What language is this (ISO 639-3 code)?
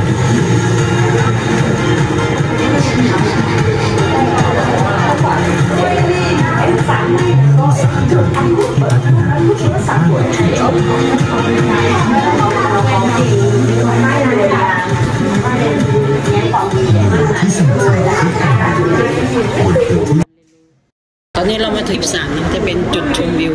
tha